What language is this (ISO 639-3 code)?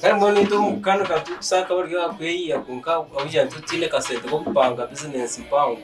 nyn